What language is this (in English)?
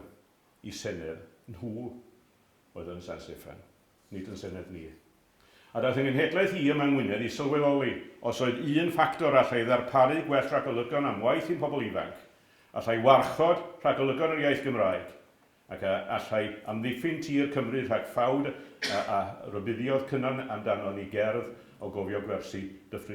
Welsh